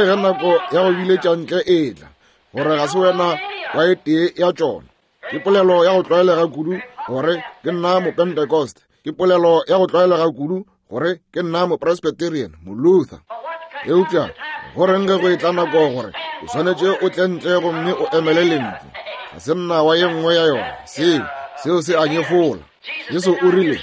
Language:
Northern Sotho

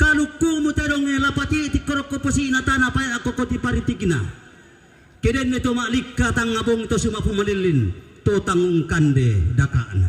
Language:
Toraja-Sa'dan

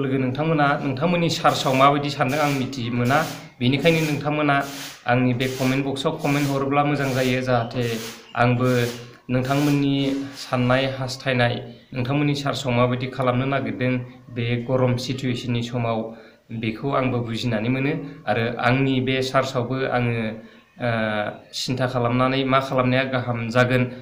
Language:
Bodo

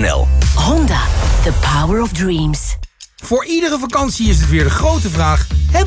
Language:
Dutch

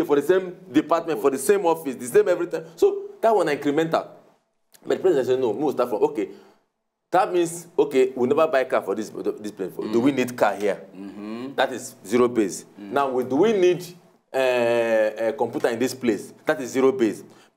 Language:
Nigerian Pidgin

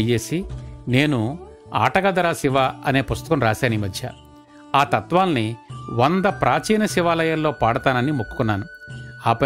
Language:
Telugu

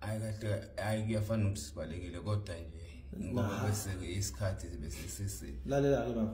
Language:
Zulu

